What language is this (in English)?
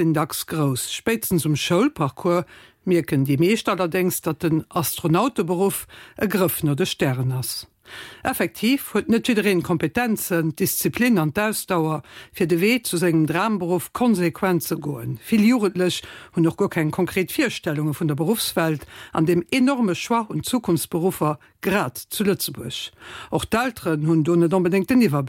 Luxembourgish